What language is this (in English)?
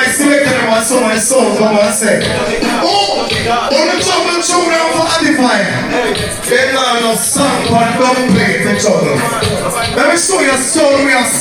Jamaican Creole English